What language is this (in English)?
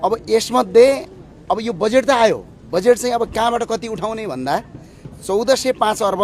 Nepali